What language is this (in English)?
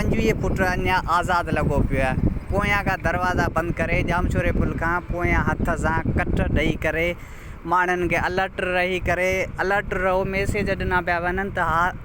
Sindhi